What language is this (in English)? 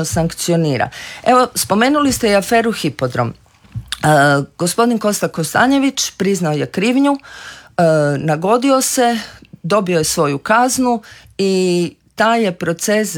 Croatian